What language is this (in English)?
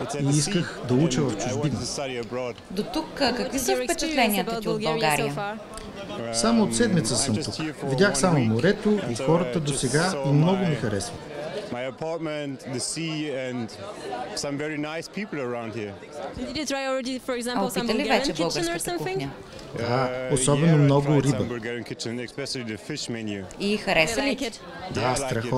Bulgarian